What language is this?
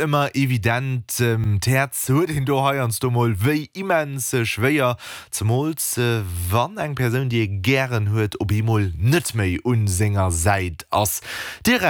Luxembourgish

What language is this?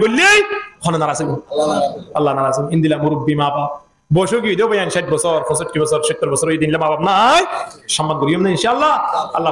Rohingya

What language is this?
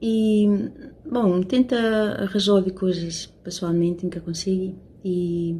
Kabuverdianu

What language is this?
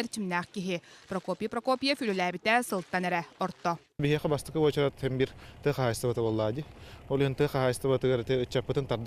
Yakut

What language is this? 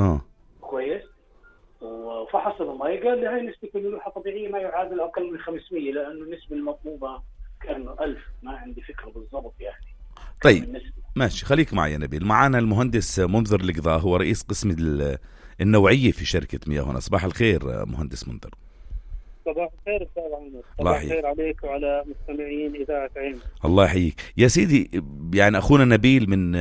North Levantine Arabic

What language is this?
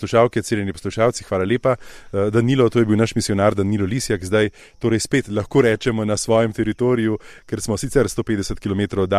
Slovenian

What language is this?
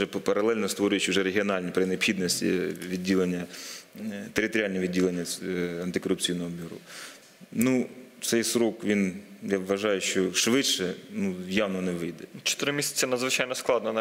Ukrainian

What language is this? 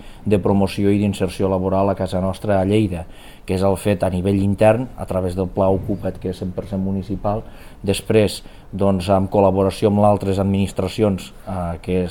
Catalan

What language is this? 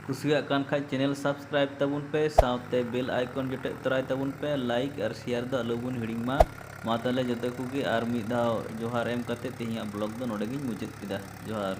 Santali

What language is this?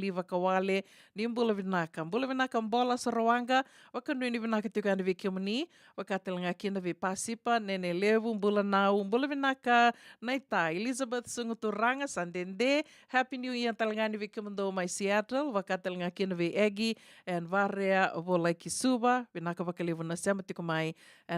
Fijian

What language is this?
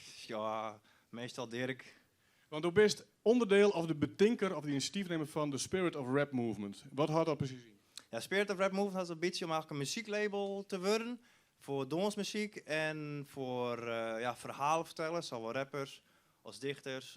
Western Frisian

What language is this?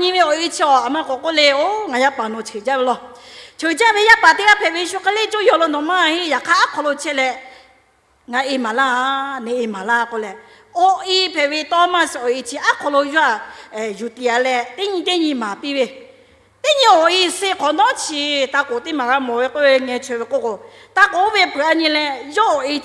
Lahu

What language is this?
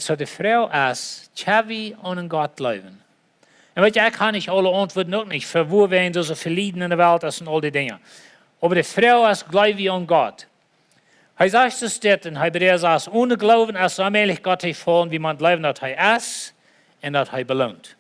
Plautdietsch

